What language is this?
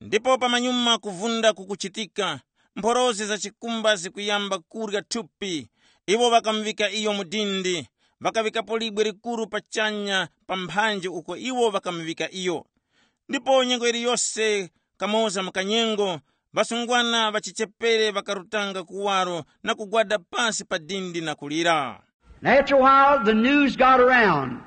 Tumbuka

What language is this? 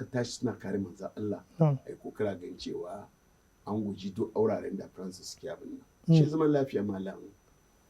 Hausa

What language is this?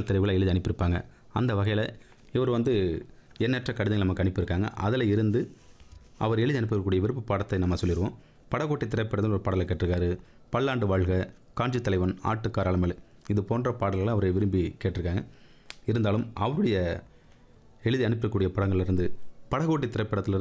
Tamil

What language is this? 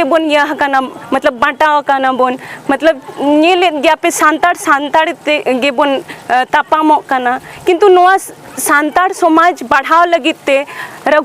Santali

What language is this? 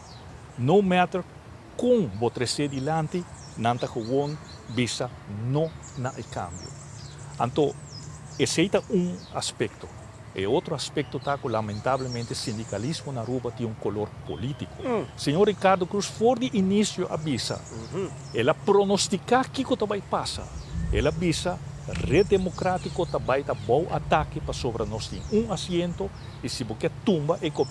Papiamento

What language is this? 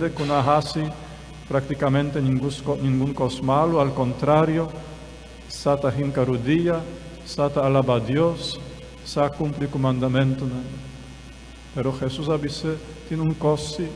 Papiamento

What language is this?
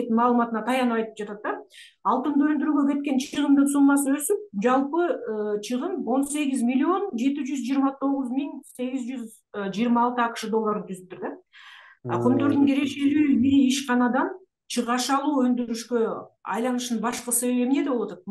Kyrgyz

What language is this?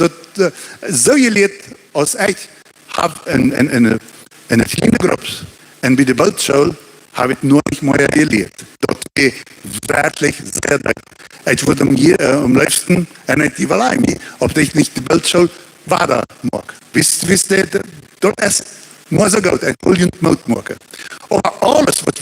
Plautdietsch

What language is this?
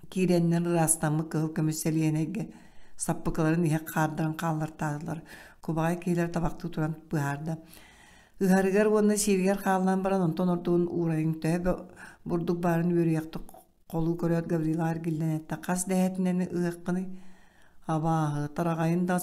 Yakut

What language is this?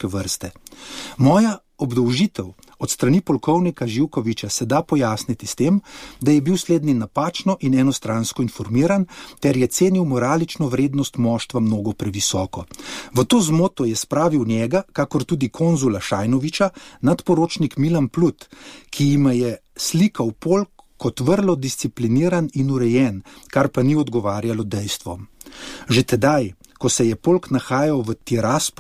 Slovenian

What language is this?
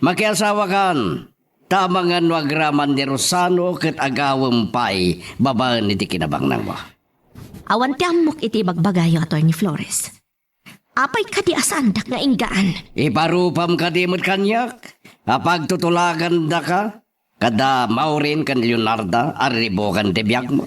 Iloko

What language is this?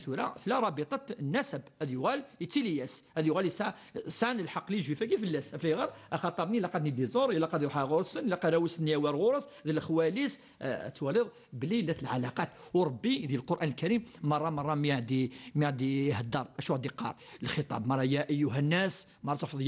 Kabyle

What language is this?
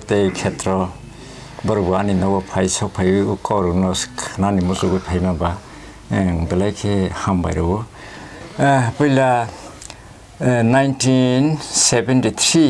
Kok Borok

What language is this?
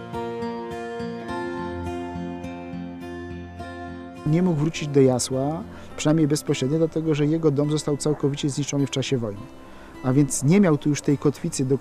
Polish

